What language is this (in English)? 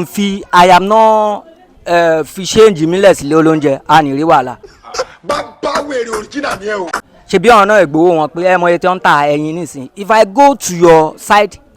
Yoruba